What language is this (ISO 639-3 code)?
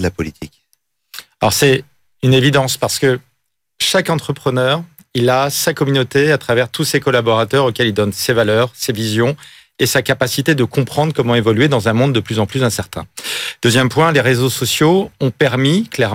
fra